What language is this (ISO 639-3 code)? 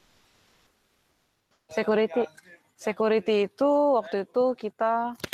ind